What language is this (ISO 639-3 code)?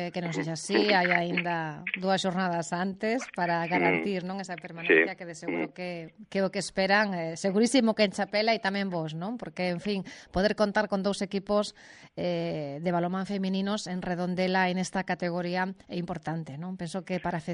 glg